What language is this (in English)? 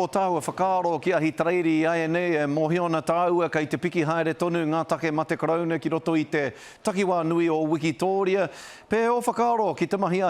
Māori